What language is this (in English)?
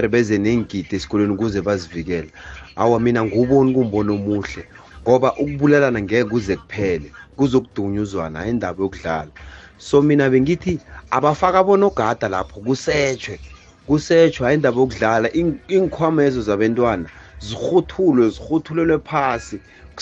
South Ndebele